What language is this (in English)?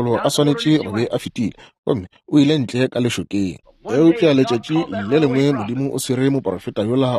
Northern Sotho